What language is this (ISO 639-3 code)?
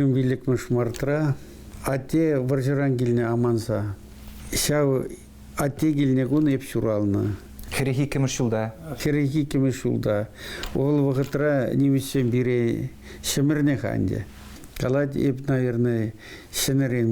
chv